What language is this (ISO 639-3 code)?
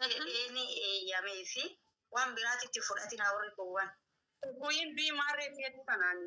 orm